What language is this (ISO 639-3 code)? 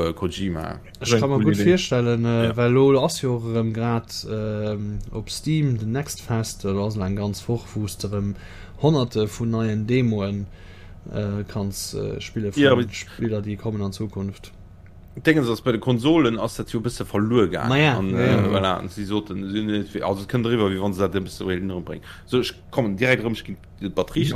ltz